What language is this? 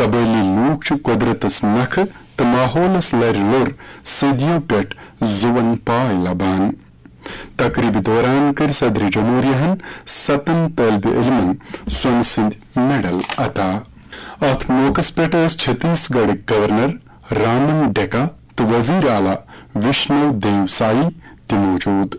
Kashmiri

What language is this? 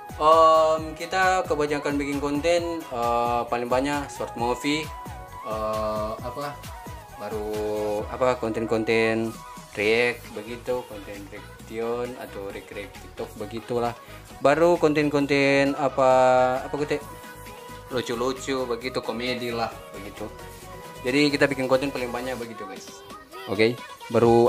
Manado Malay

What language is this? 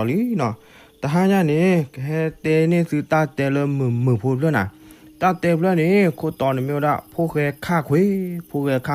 S'gaw Karen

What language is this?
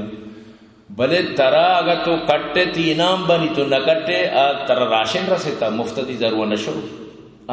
Eastern Balochi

